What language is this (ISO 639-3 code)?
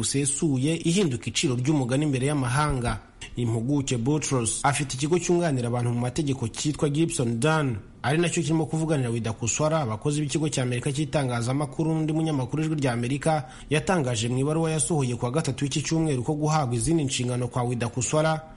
kin